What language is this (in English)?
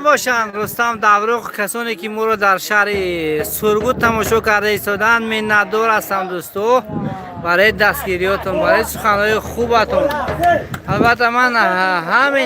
Tajik